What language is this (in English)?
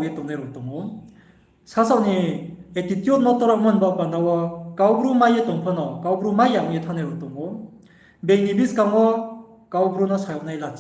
Riang (India)